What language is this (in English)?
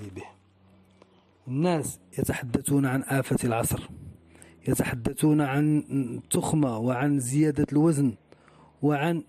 Arabic